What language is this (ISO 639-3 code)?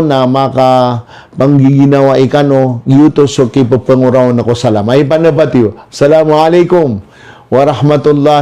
mrw